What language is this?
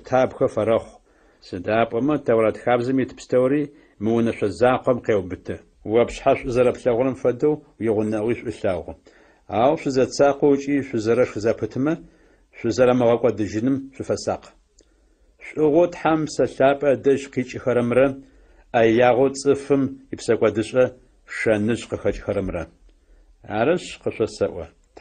Adyghe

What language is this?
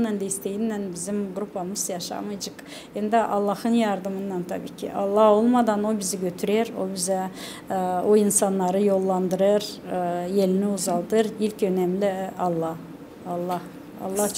Gagauz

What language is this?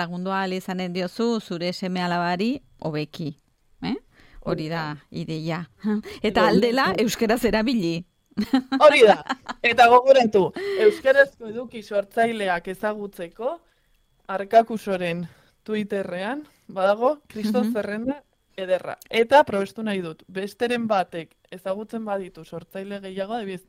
Basque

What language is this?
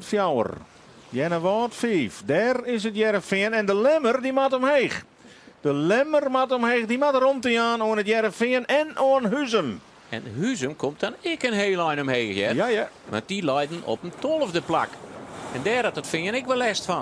Western Frisian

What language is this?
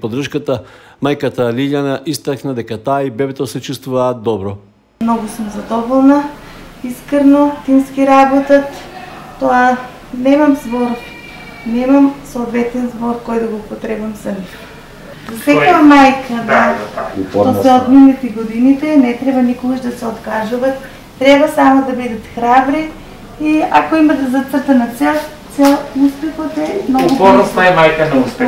Macedonian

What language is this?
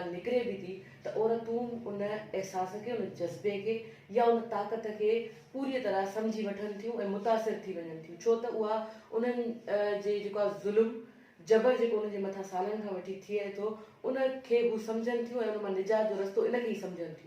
Sindhi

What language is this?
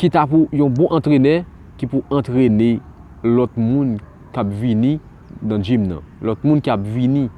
Haitian Creole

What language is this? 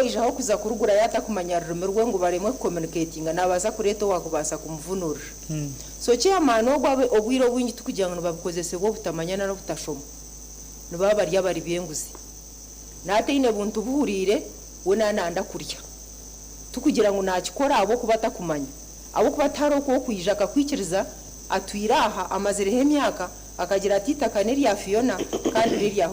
Nyankole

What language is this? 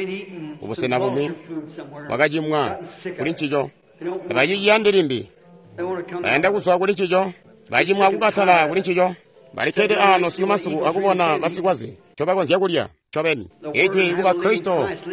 Tonga (Zambia)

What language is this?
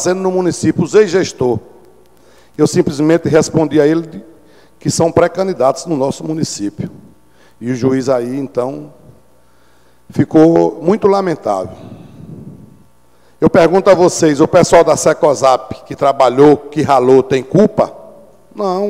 Portuguese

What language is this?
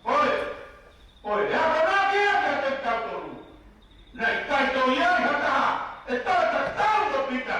Tongan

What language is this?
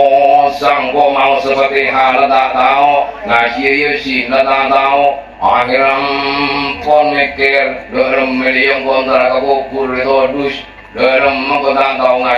Madurese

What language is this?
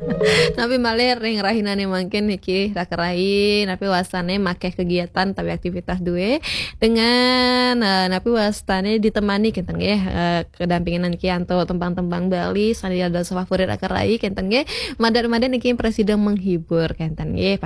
Balinese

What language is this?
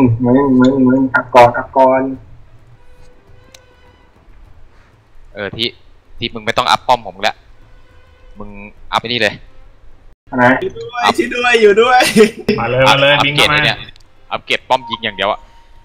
Thai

